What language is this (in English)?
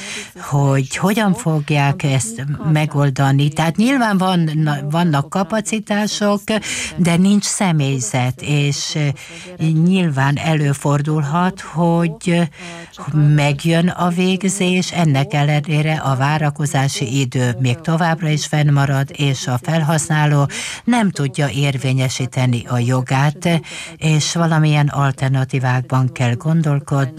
Hungarian